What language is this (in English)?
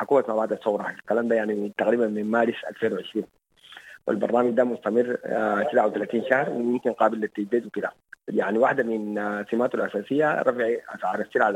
Sudanese Arabic